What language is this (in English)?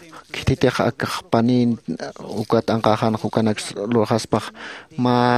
Aymara